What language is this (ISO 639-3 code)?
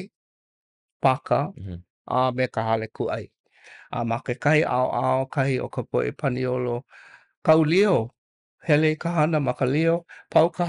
haw